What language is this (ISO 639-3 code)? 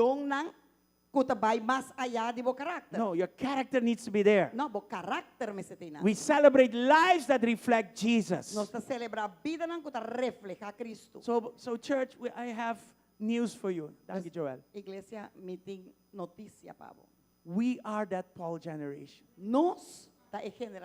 pap